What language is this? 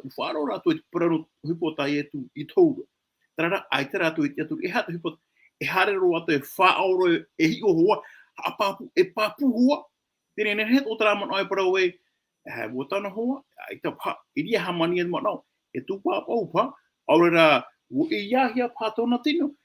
Tahitian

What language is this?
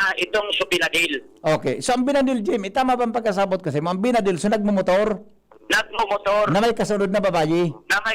Bikol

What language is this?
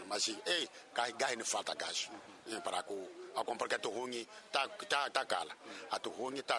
Tsonga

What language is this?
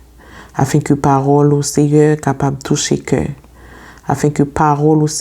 Haitian Creole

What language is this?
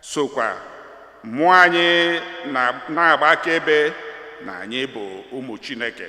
Igbo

